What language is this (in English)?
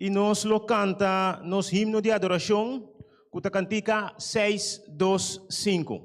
Papiamento